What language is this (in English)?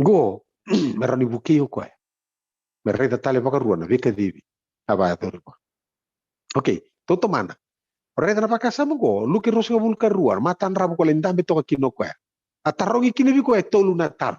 Fijian